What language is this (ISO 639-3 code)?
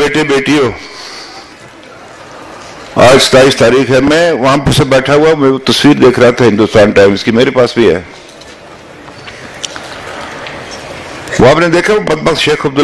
urd